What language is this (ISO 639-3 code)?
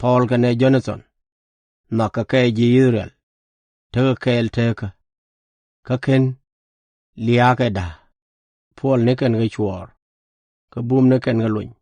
nus